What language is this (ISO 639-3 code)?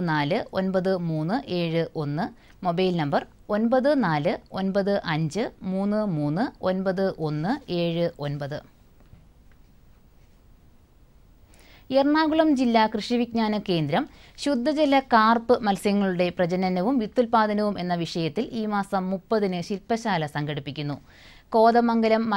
mal